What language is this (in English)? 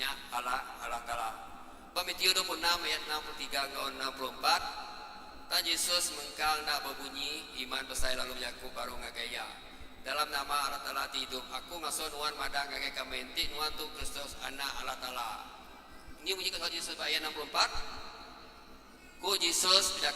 Iban